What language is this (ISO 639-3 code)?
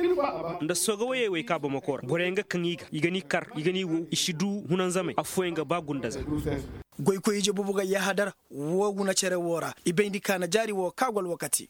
ses